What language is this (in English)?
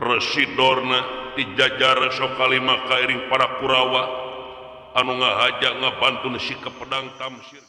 Sundanese